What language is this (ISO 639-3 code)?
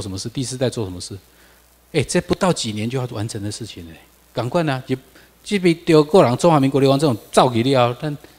zho